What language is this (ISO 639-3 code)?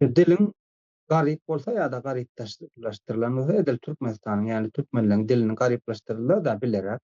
tuk